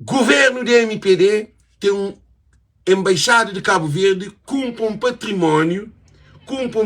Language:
Kabuverdianu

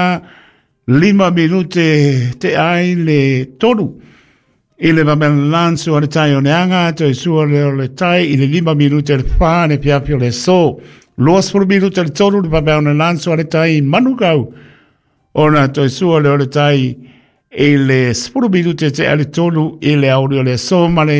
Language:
Samoan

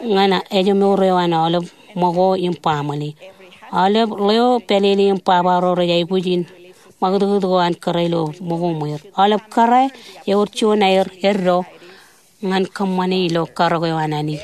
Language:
Marshallese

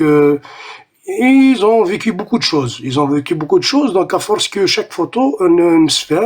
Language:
Kabyle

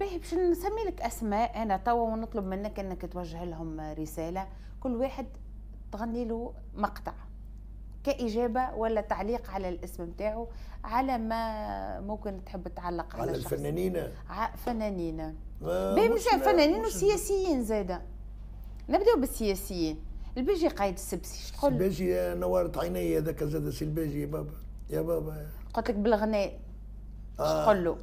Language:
Tunisian Arabic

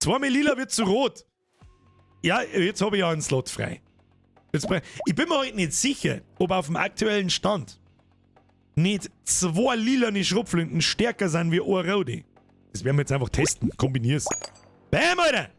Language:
Bavarian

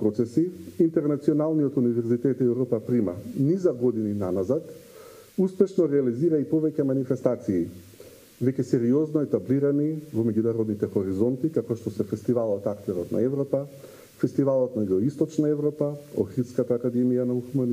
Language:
Macedonian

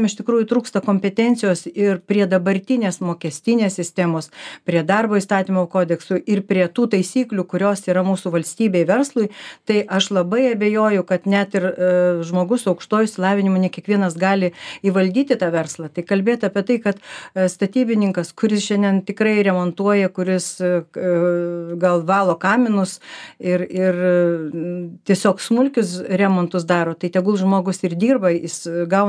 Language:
Lithuanian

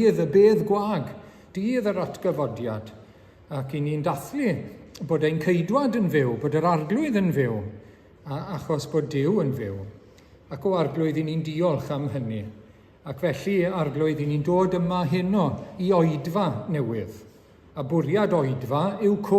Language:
Welsh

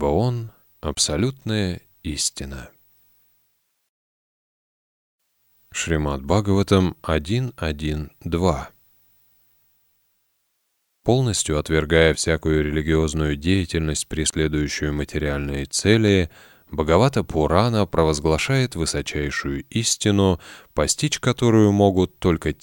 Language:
Russian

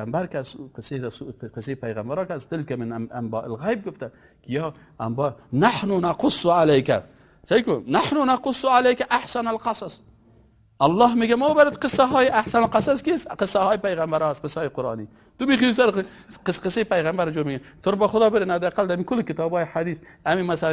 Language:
Persian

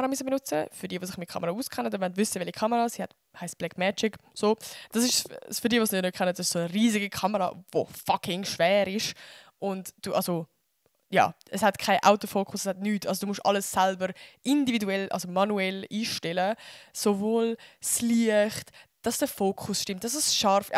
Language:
Swiss German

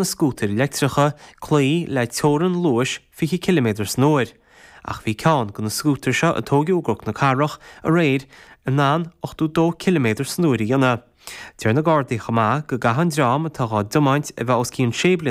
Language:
Irish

